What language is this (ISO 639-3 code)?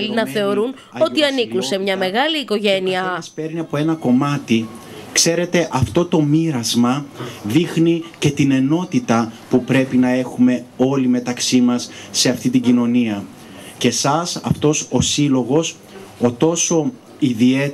ell